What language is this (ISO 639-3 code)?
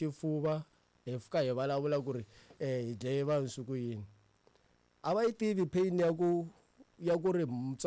tso